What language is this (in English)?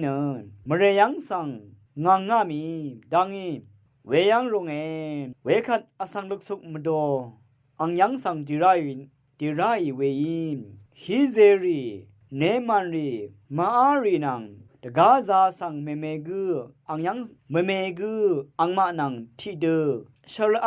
Rawang